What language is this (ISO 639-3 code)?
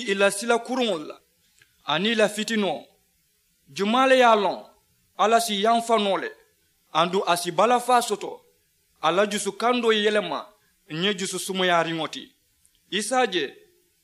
man